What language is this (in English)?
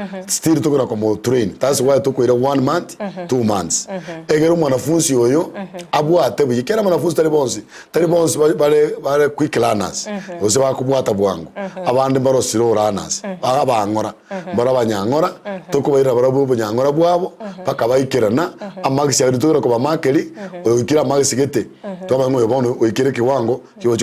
Gusii